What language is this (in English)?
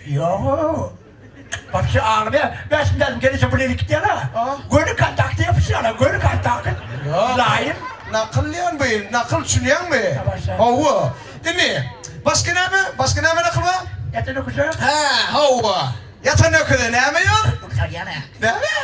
Turkmen